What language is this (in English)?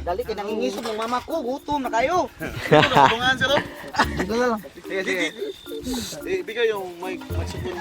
Cebuano